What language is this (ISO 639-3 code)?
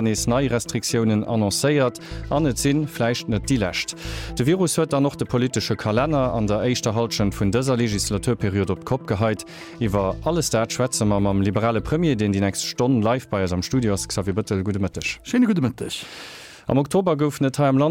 ltz